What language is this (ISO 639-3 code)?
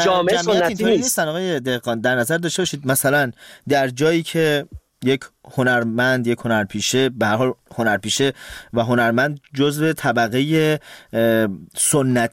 fas